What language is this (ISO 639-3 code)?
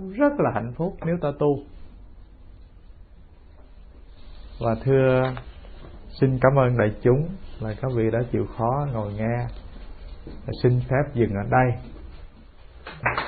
vie